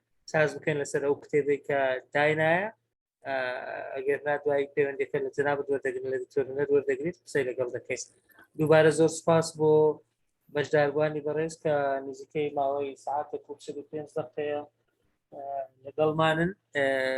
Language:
Central Kurdish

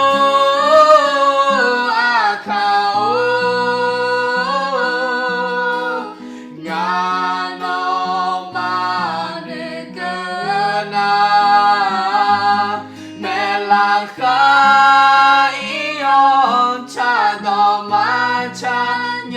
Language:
Akha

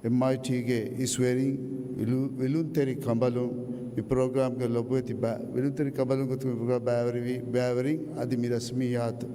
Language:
Divehi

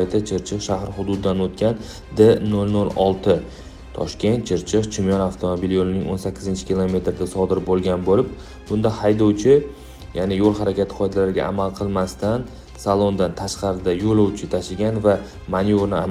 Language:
Uzbek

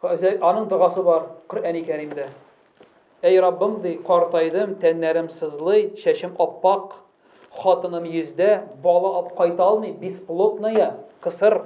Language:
Tatar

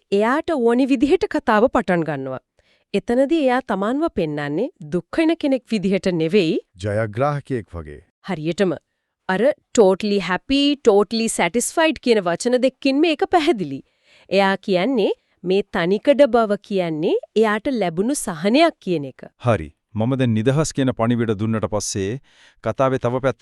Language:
Sinhala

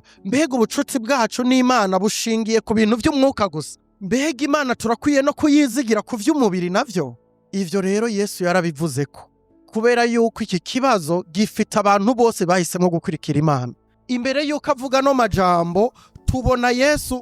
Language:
Rundi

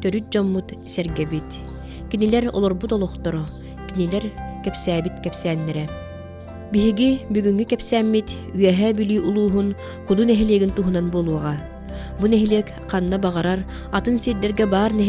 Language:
Yakut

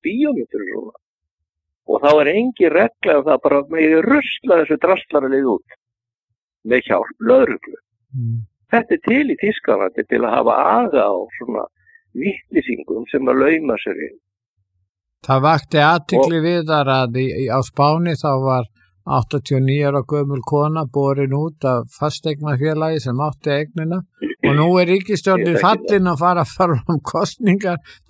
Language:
Icelandic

